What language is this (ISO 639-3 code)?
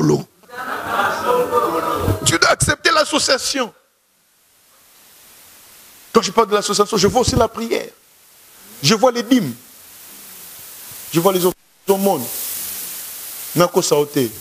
fra